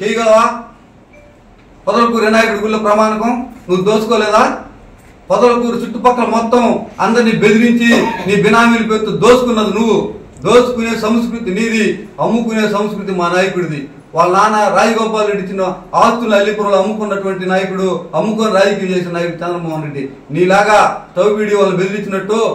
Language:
Telugu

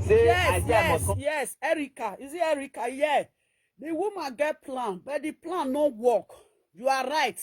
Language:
Nigerian Pidgin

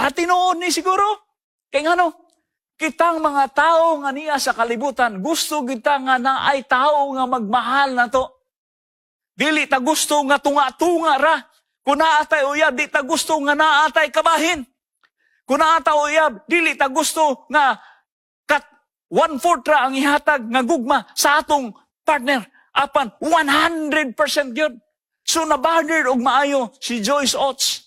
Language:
Cebuano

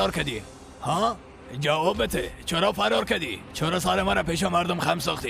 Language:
Persian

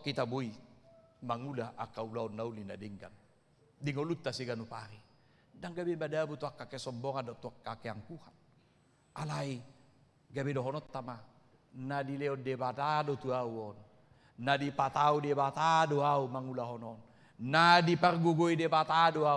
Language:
Batak Toba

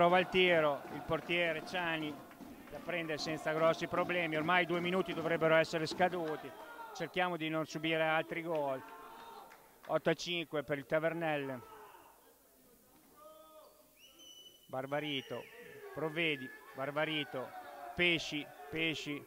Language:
Italian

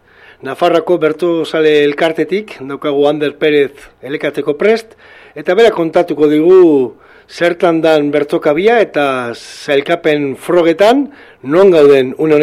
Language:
Basque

